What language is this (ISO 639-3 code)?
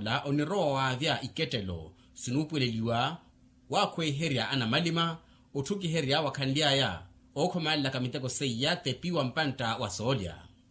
vmw